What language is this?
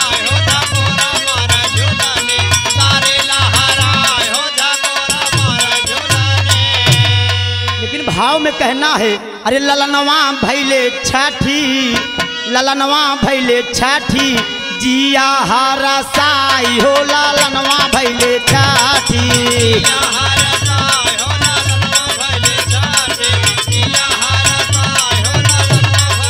Bhojpuri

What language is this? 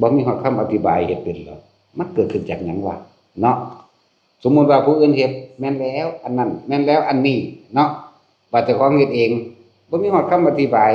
Northeastern Thai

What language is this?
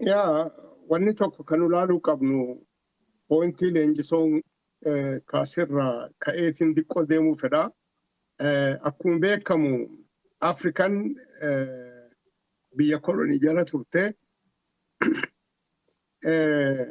Oromo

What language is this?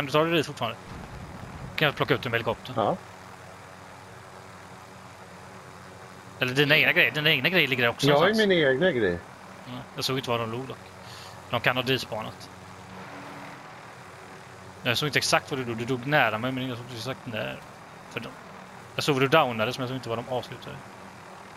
Swedish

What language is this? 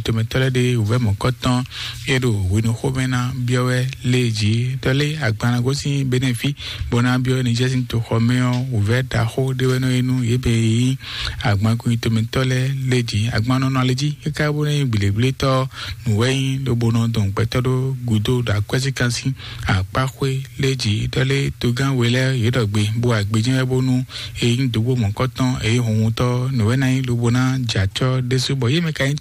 Fon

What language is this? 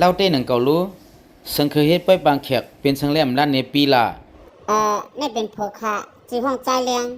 Shan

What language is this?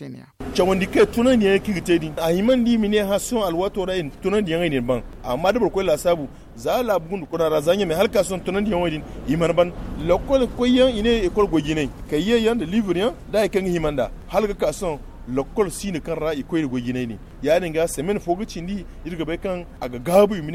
Zarma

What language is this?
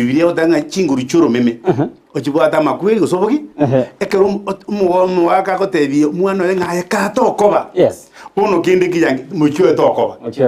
Gusii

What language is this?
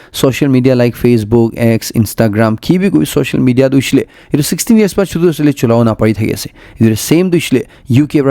Naga Pidgin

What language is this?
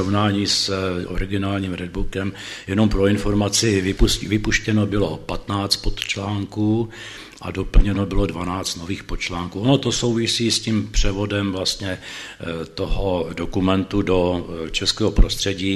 Czech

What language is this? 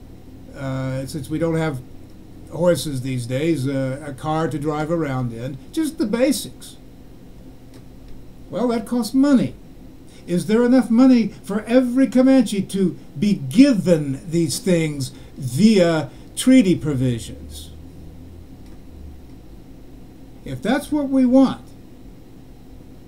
English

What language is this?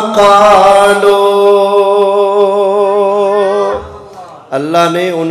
Urdu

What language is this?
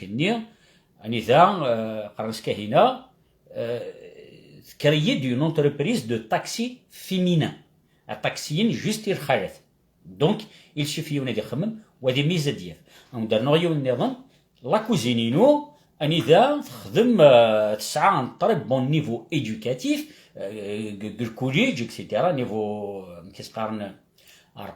Kabyle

